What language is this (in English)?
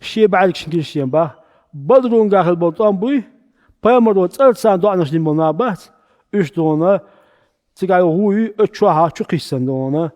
Chechen